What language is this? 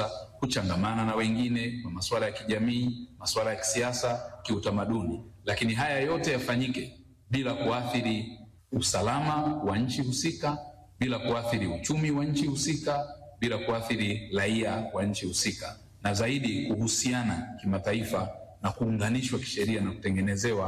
Swahili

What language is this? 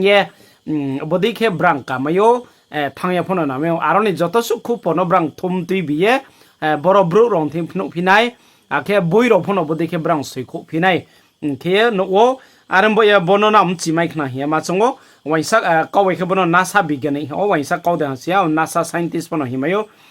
Riang (India)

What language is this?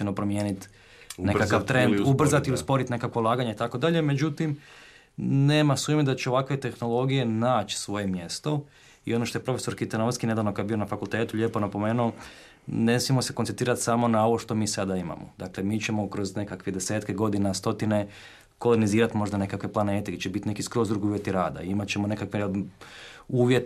Croatian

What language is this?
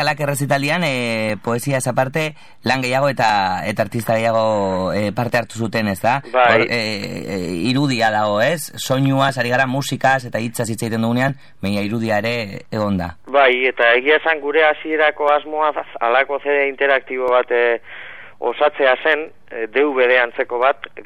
Basque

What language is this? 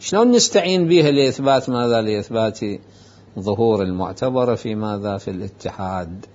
Mesopotamian Arabic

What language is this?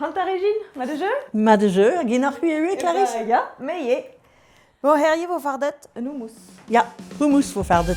Breton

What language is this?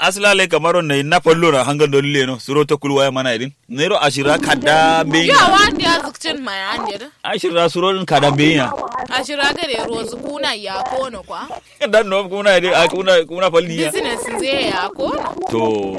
Kanuri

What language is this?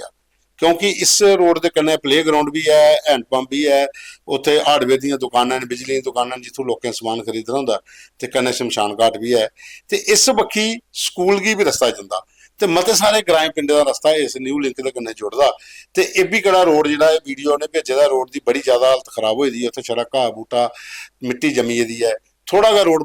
Dogri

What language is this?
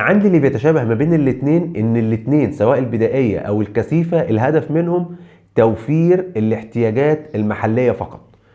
Egyptian Arabic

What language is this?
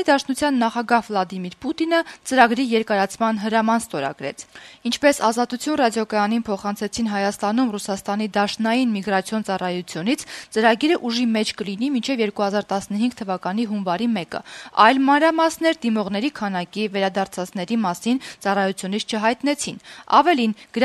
Armenian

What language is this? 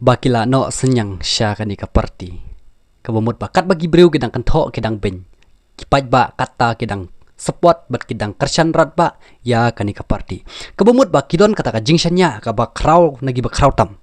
Khasi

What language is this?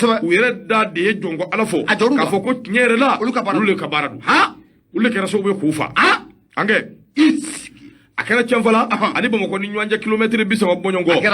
Bambara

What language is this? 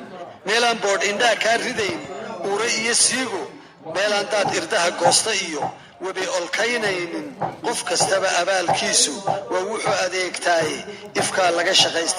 Somali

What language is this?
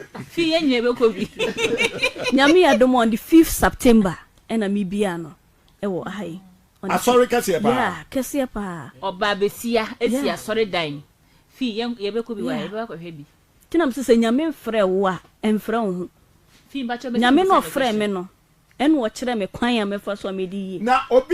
Akan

